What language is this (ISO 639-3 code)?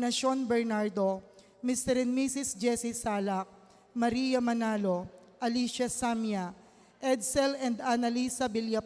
pam